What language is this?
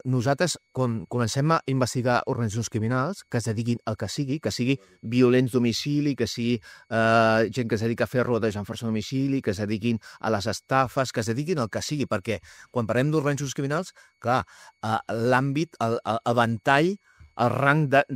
Catalan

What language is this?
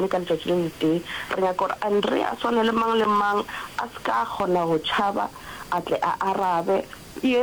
Northern Sotho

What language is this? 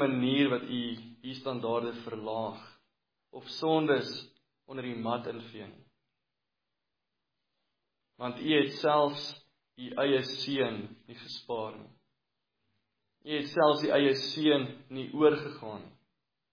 Afrikaans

